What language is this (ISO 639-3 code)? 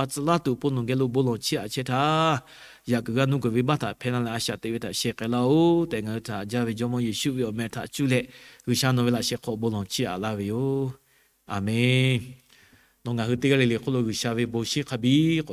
lhu